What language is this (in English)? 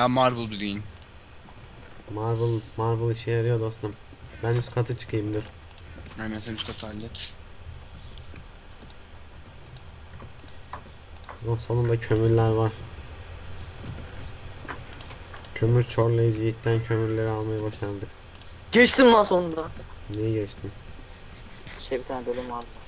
Turkish